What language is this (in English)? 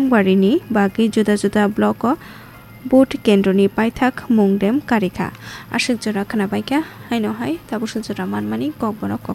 Kok Borok